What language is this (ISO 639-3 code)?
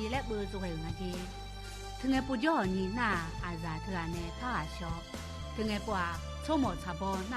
ahk